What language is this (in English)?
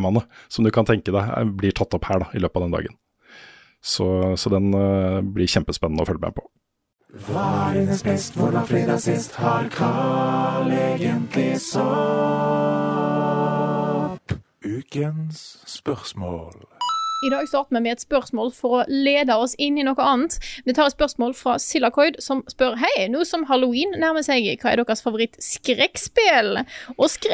Norwegian